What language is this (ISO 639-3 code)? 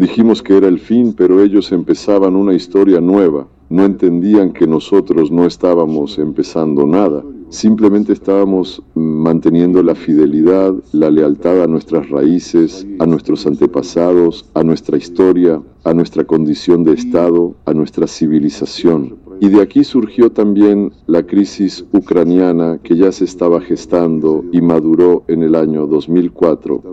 spa